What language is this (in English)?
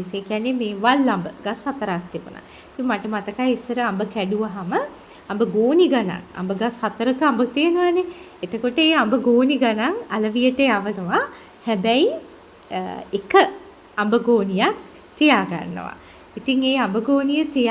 Sinhala